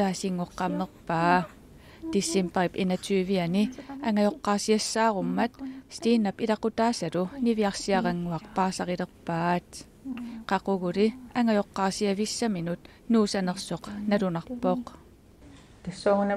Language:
Kalaallisut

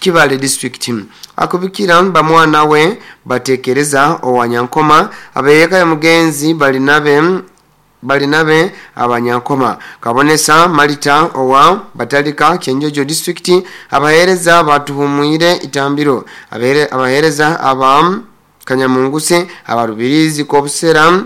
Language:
Nyankole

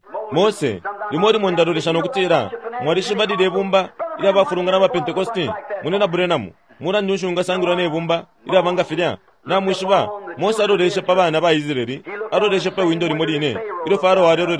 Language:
Bemba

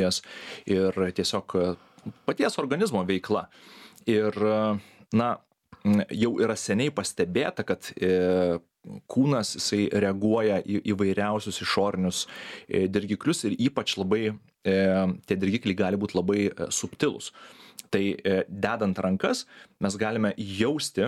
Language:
Lithuanian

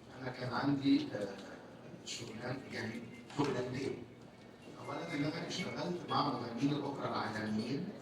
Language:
Egyptian Arabic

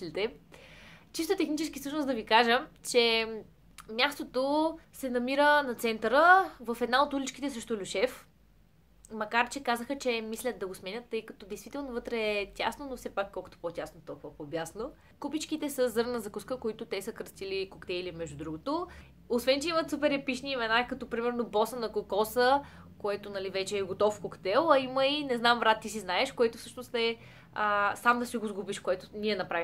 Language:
Bulgarian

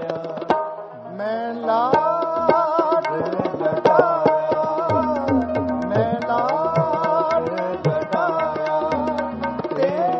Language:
Hindi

